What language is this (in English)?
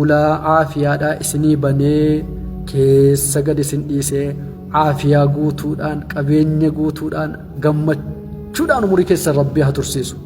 Oromo